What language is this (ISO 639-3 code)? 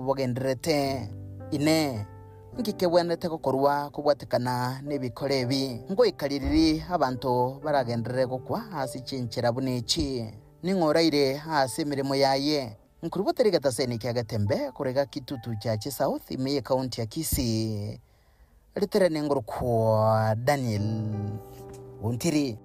guz